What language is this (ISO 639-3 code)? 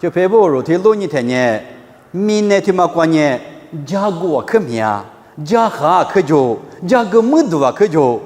lis